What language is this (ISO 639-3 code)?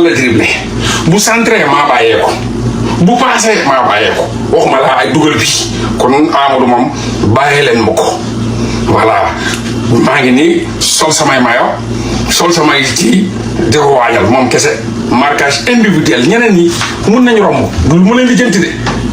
wol